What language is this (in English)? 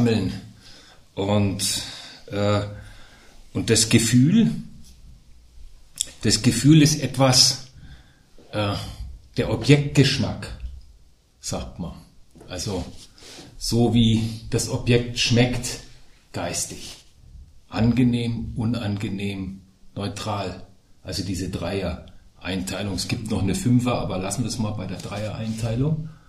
German